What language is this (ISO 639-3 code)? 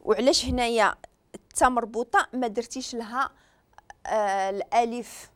ary